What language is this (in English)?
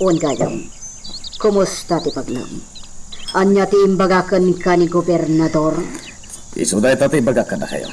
Iloko